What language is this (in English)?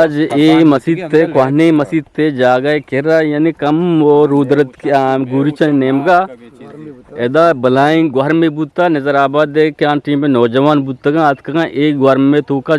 Eastern Balochi